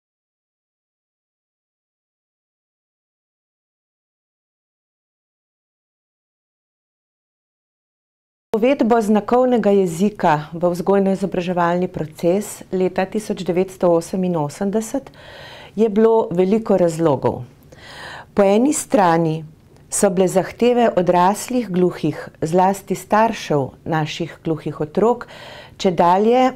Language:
Slovenian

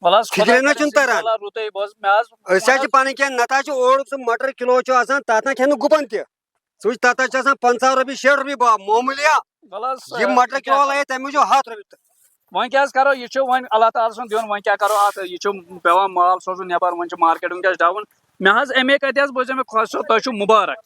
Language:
Kashmiri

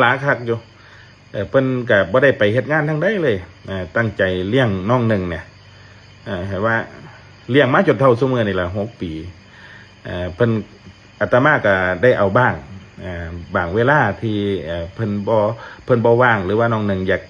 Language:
Lao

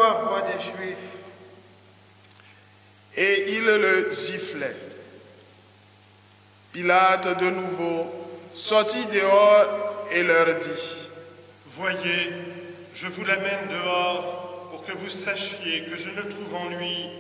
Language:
French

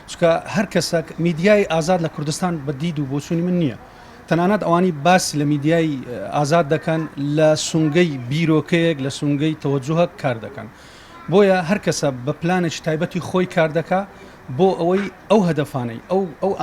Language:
Central Kurdish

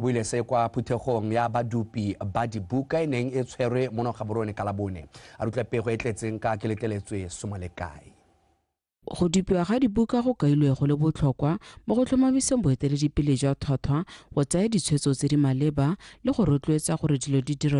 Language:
Tswana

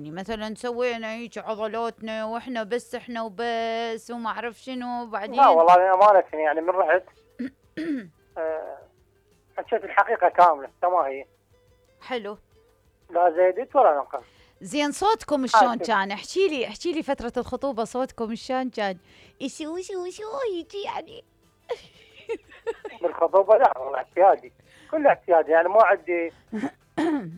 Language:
Mesopotamian Arabic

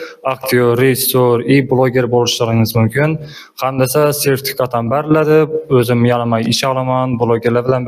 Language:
Uzbek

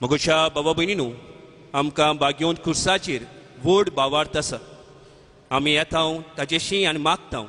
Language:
Konkani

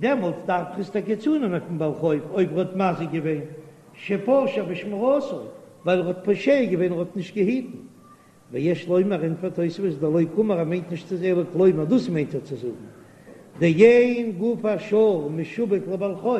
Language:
Yiddish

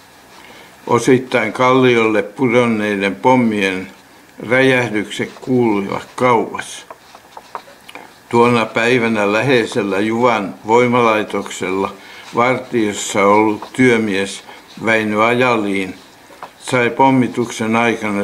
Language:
Finnish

